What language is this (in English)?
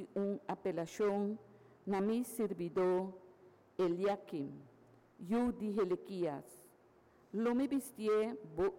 Papiamento